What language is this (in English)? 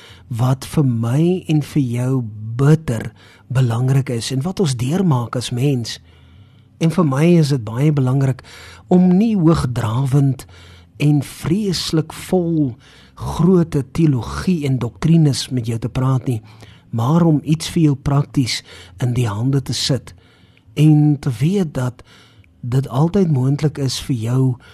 Afrikaans